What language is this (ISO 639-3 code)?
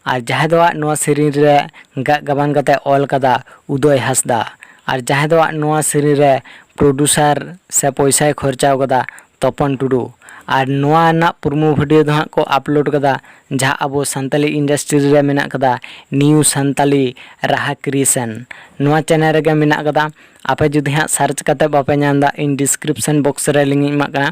sat